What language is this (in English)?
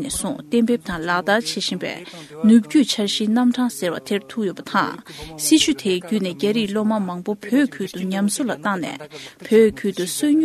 Tibetan